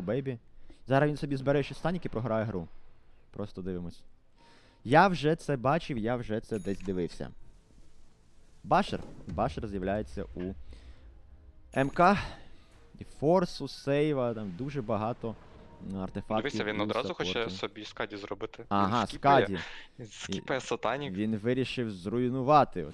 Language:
Ukrainian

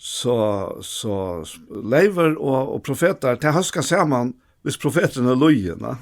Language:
Faroese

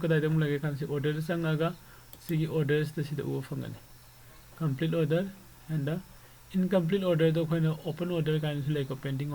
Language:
Manipuri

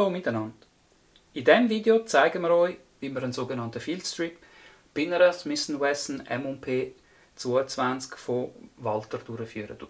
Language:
Swiss German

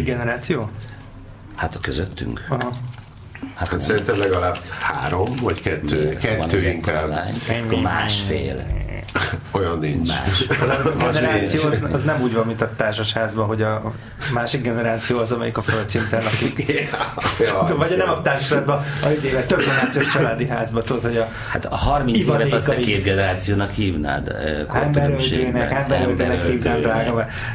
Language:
Hungarian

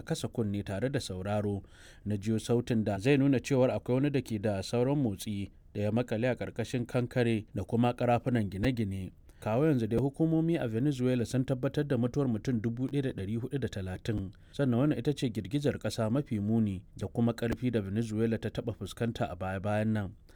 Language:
Hausa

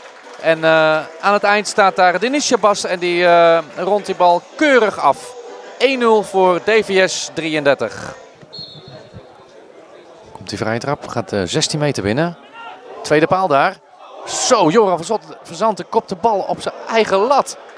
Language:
Dutch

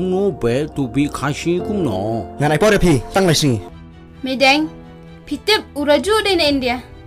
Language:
Khasi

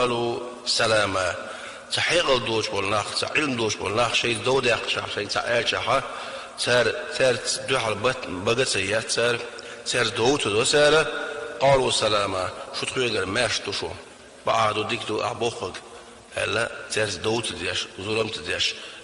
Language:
Chechen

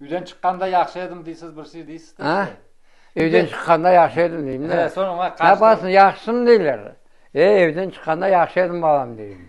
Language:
Crimean Tatar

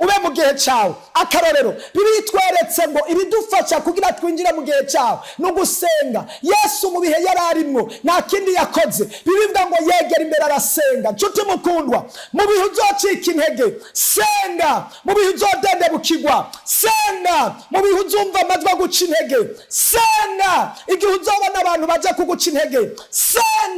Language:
Rundi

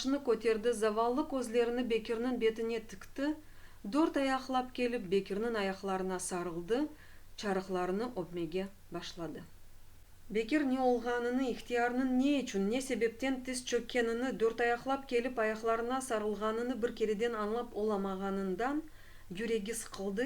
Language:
Crimean Tatar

